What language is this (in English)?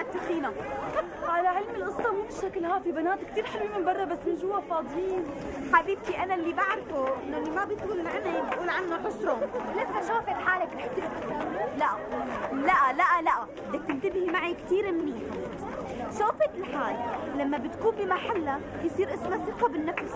North Levantine Arabic